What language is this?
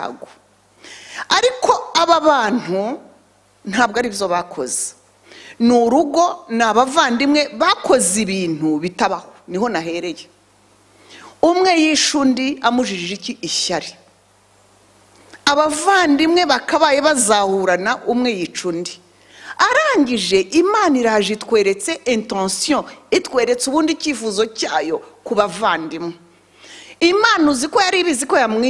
Kinyarwanda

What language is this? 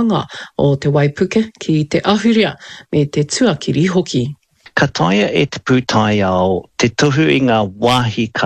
Māori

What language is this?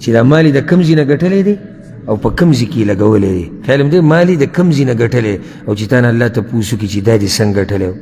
Pashto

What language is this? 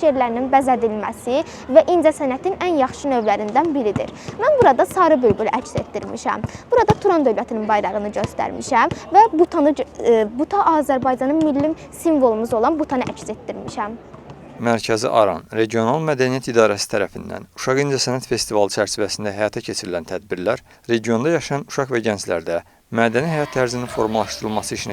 Azerbaijani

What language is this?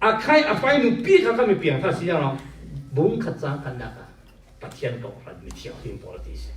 Falam Chin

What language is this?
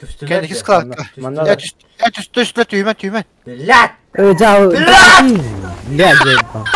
Yakut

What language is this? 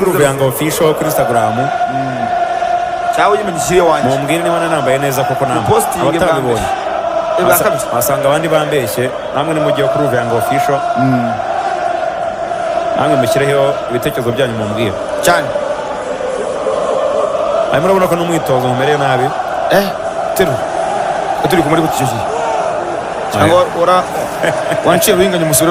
Kinyarwanda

